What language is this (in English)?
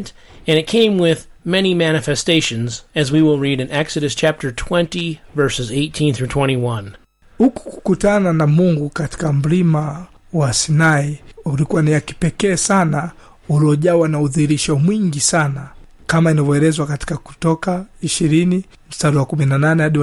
Swahili